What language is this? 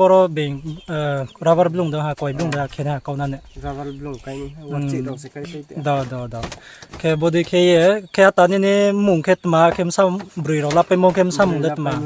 Riang (India)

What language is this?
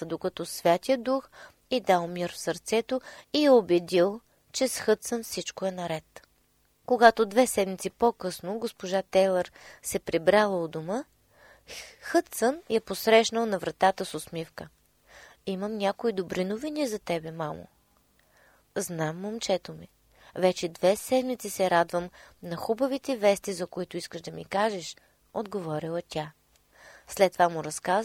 Bulgarian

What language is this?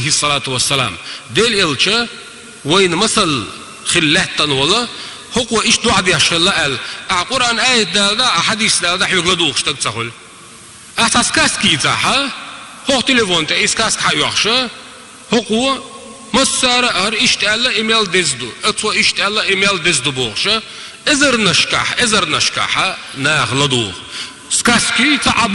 Chechen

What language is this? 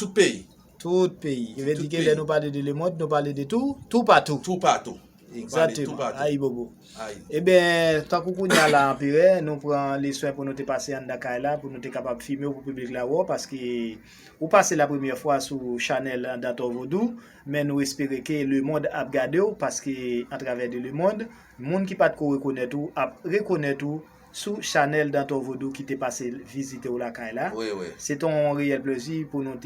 Haitian Creole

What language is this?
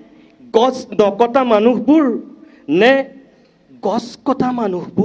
Assamese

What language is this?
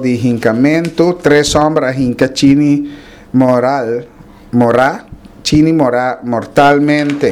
Papiamento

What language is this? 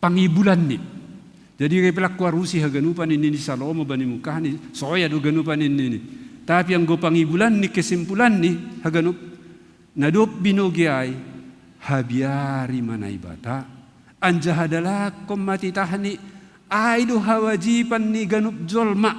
Batak Simalungun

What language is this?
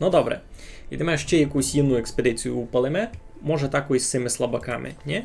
Rusyn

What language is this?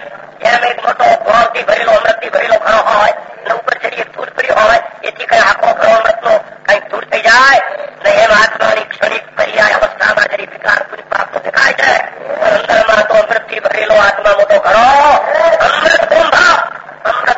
Gujarati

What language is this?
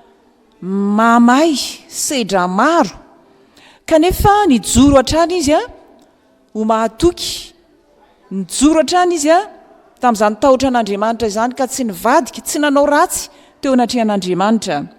Malagasy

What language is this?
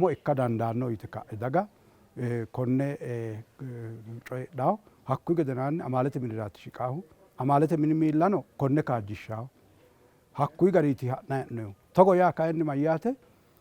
Sidamo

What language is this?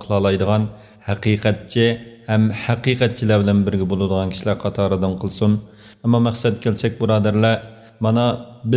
Uyghur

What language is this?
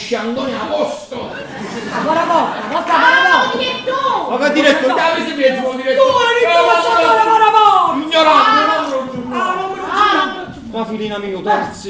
Neapolitan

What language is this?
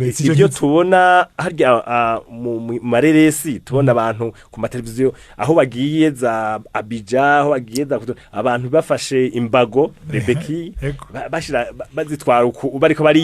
Rundi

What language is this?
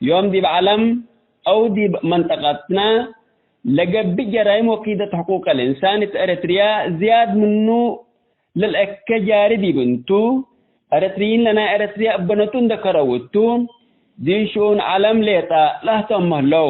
Tigre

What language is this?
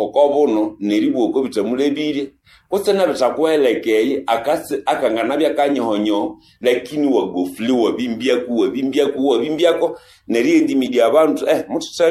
Nande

